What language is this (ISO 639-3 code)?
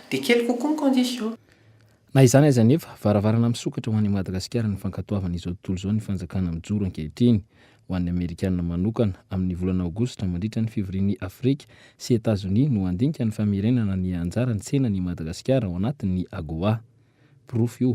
mlg